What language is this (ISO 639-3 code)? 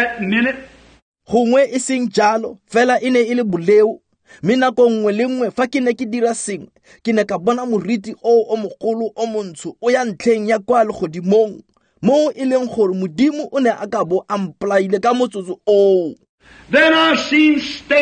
tsn